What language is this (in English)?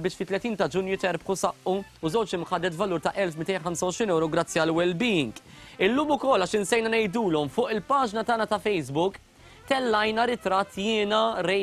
Maltese